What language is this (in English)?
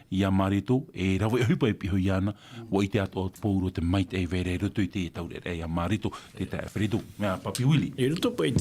Tahitian